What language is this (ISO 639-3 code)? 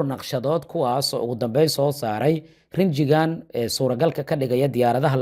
som